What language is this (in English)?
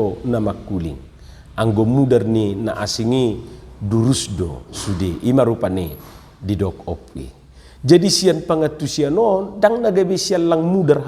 Batak Toba